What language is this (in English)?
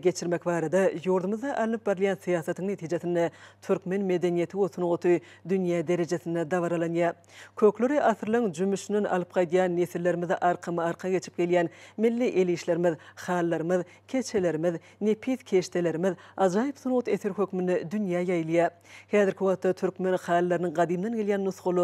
Turkmen